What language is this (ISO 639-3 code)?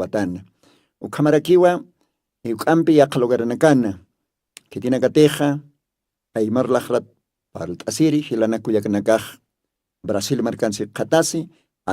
aym